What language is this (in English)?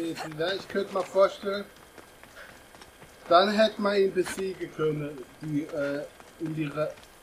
German